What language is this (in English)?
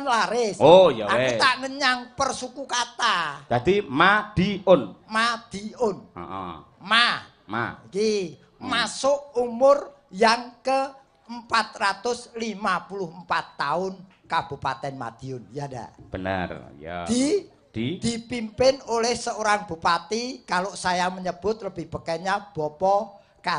Javanese